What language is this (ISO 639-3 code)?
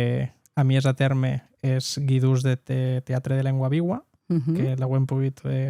oci